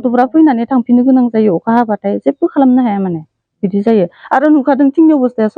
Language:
Bodo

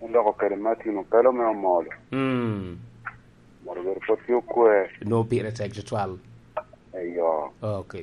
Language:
Lango (Uganda)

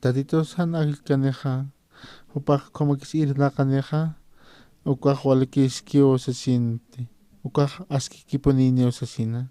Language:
Aymara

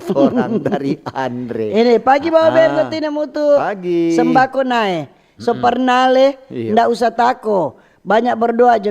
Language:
Manado Malay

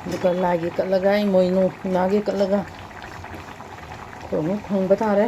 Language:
Manipuri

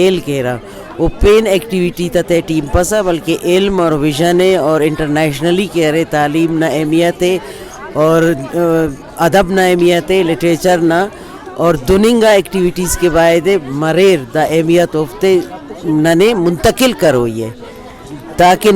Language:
Brahui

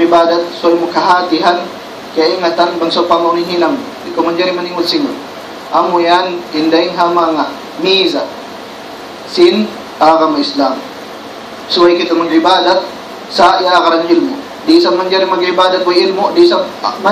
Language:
Tausug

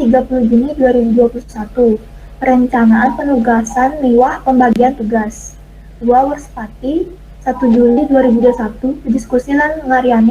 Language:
Balinese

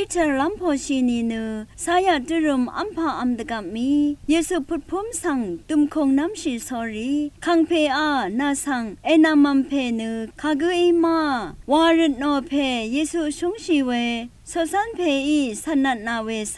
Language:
Rawang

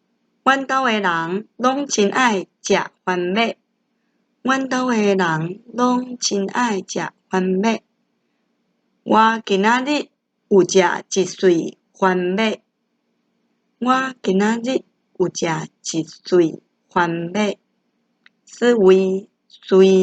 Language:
Min Nan Chinese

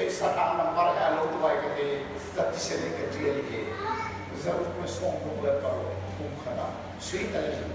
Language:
Hakha Chin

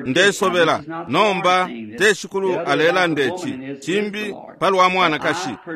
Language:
Bemba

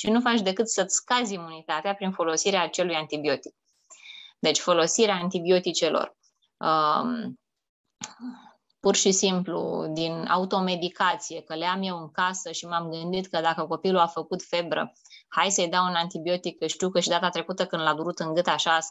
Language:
Romanian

